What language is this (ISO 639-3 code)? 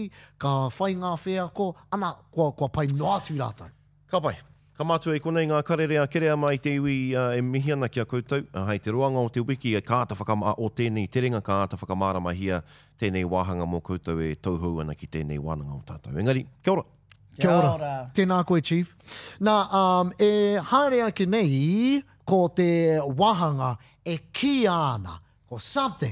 mri